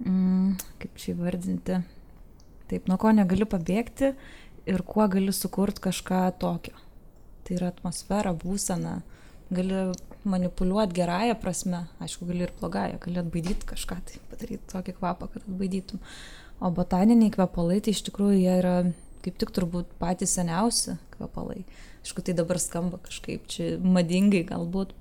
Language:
Lithuanian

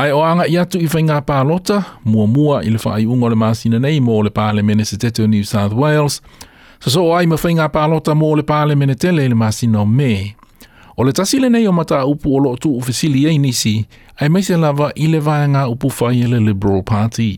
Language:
Samoan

